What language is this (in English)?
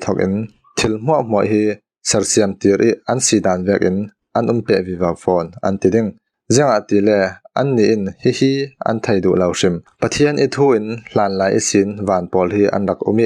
Falam Chin